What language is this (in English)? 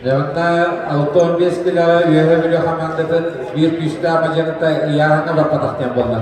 Yakut